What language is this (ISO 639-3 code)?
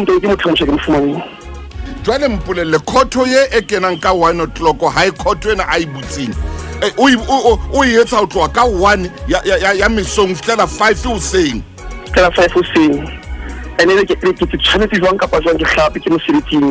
sot